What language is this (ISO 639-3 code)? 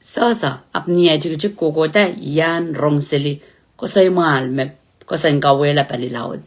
pon